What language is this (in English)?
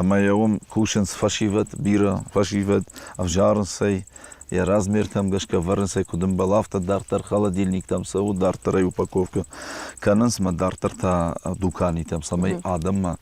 Ossetic